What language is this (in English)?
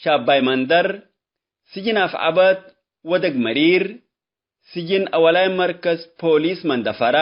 Tigre